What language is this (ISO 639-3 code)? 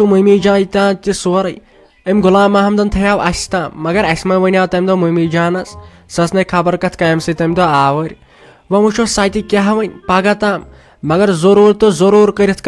kas